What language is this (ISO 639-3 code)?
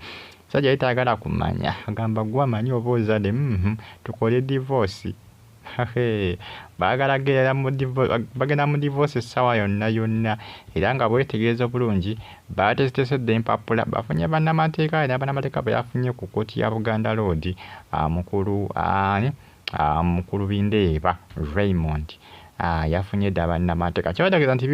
lug